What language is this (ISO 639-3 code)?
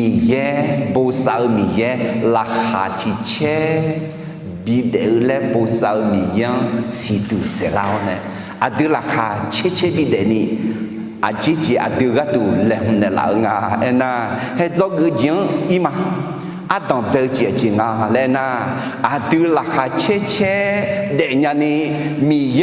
ahk